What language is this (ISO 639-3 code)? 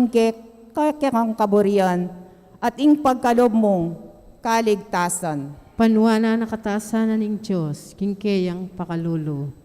pam